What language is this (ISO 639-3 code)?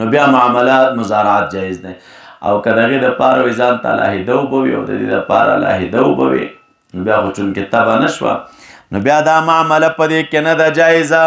pus